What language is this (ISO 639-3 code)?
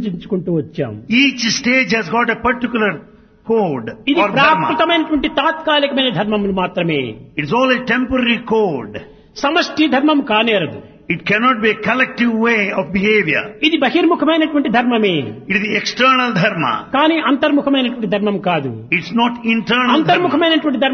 tel